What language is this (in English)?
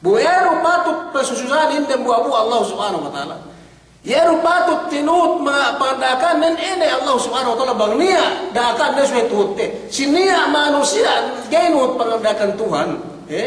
Yakan